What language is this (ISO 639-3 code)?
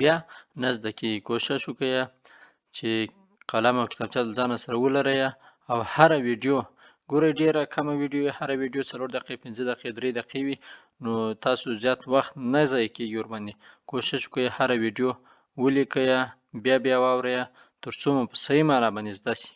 pus